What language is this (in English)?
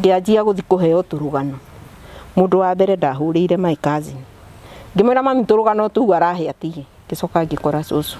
Kikuyu